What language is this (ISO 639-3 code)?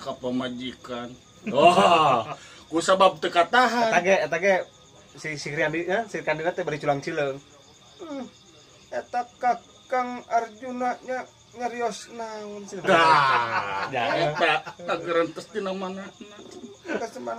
sun